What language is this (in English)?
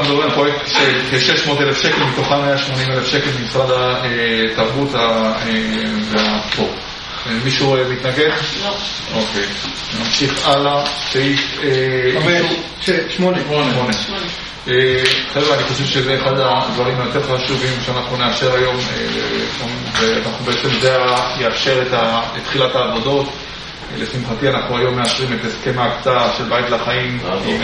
Hebrew